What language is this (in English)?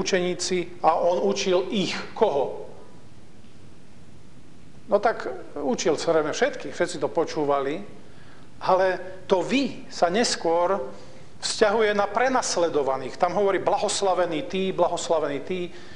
Slovak